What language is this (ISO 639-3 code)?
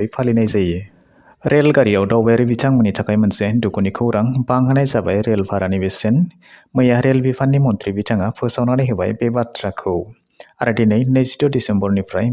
brx